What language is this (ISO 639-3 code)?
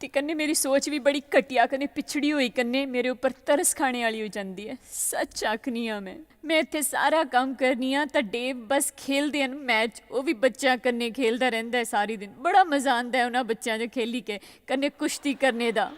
doi